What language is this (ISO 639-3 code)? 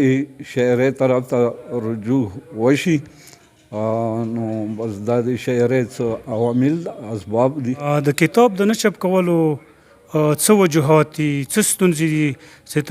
pus